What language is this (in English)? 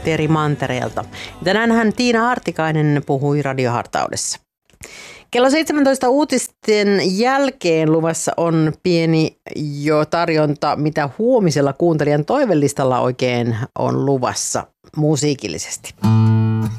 Finnish